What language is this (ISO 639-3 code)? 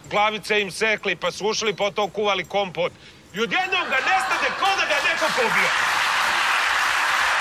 srp